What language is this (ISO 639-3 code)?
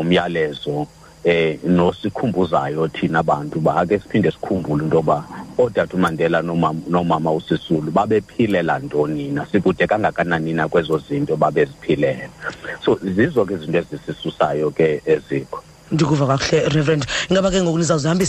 xho